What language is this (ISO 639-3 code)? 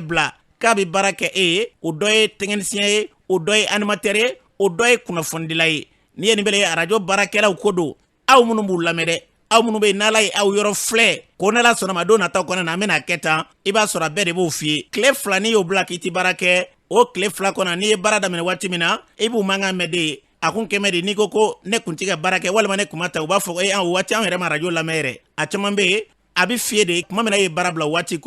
bam